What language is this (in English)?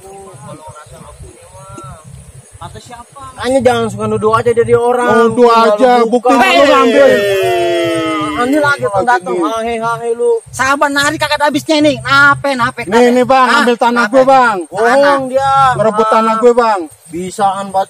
Betawi